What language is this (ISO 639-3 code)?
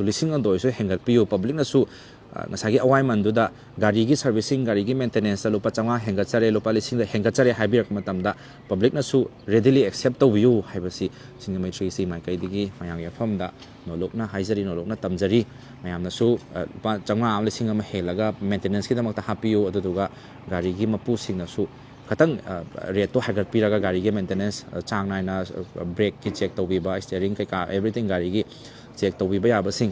mni